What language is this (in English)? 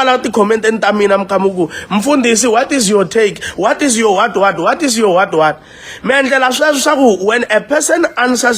Tsonga